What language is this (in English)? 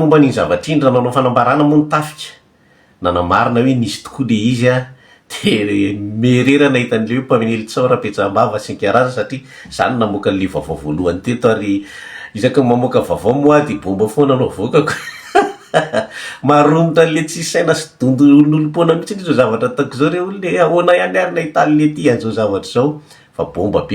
Malagasy